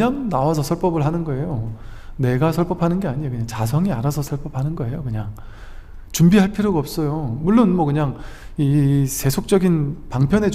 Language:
Korean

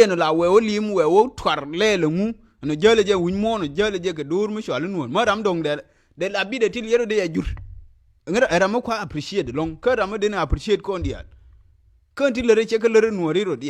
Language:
Nuer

